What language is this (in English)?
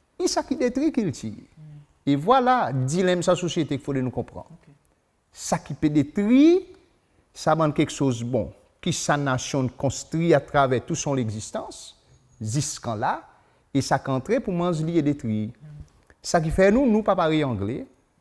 Seselwa Creole French